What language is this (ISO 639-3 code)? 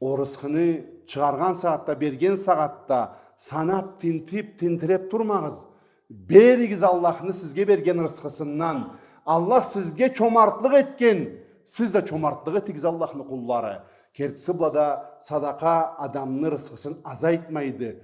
krc